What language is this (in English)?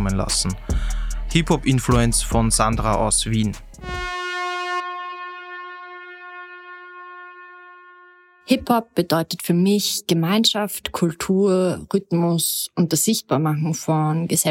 German